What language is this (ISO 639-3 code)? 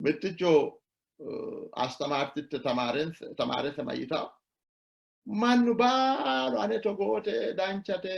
sid